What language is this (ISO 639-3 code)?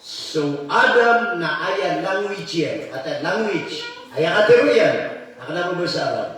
mrw